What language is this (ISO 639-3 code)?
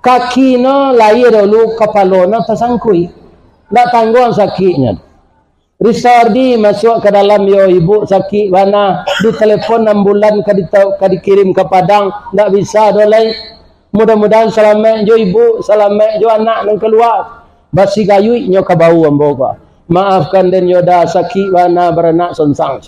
min